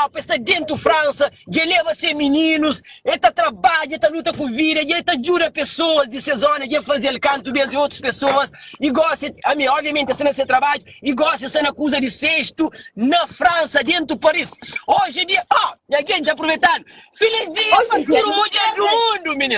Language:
Kabuverdianu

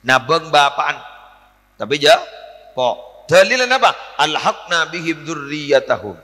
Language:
Madurese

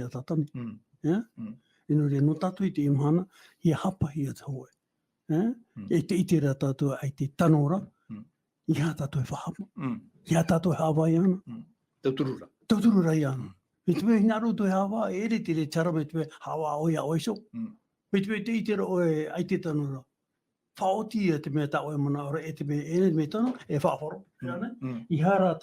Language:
Tahitian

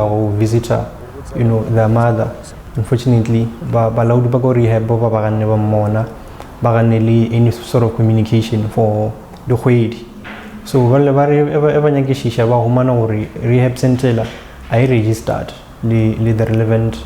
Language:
Northern Sotho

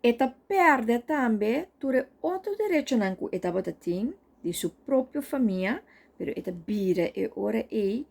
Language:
Papiamento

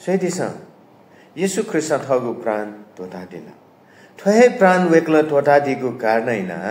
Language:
Newari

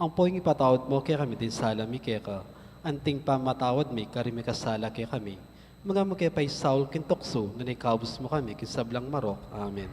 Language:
Pampanga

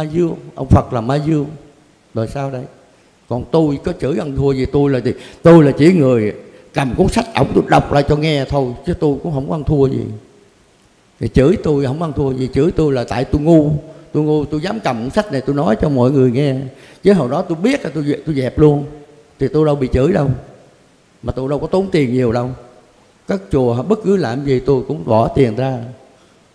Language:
Vietnamese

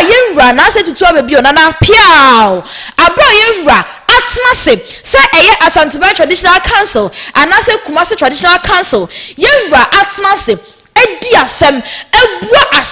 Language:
Akan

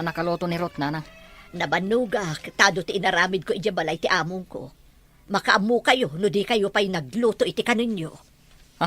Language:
Iloko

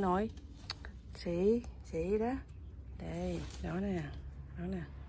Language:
Vietnamese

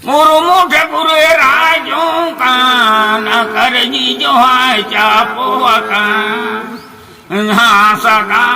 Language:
Santali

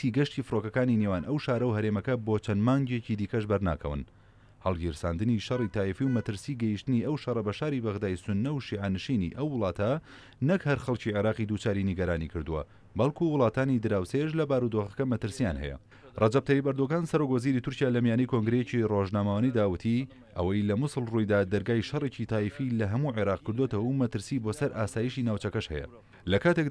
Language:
Central Kurdish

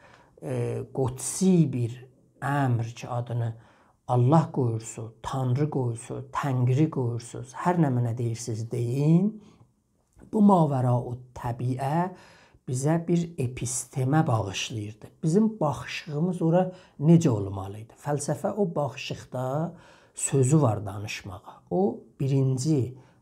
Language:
South Azerbaijani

